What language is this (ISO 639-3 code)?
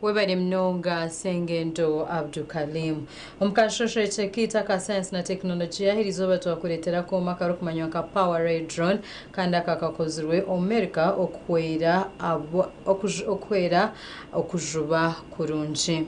nyn